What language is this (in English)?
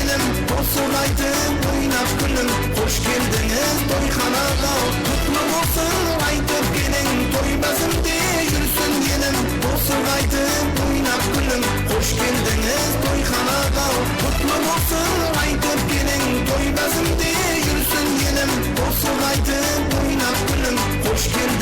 Kara-Kalpak